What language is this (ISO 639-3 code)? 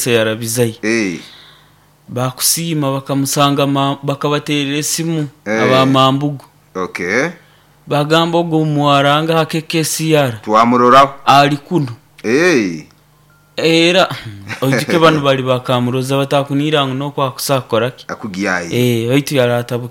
nyo